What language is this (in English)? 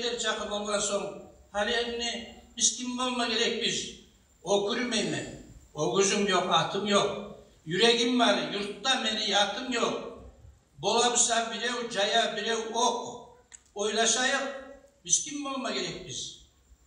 Kumyk